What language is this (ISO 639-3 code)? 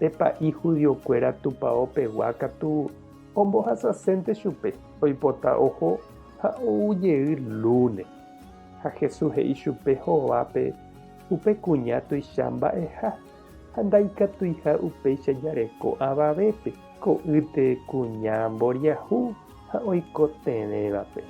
grn